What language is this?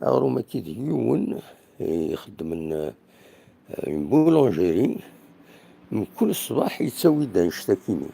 Kabyle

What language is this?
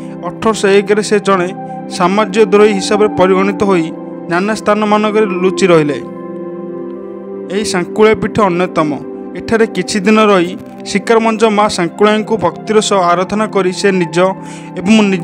Odia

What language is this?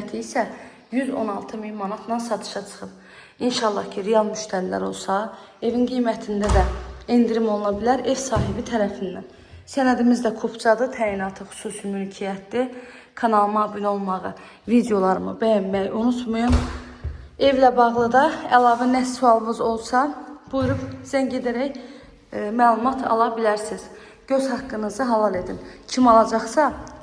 Azerbaijani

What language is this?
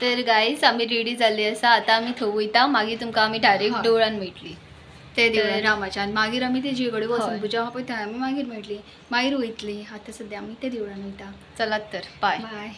Konkani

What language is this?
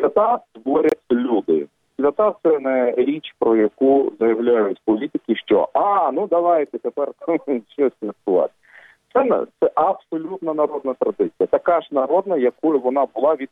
Ukrainian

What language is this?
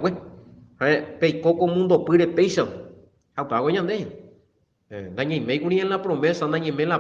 Guarani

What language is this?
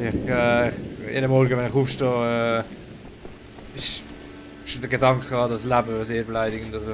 Swiss German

